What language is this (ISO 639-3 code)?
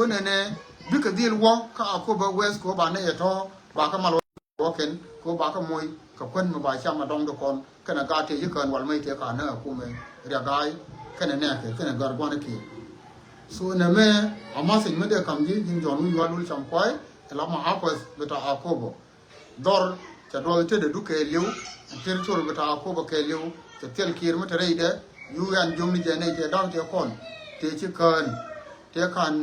nus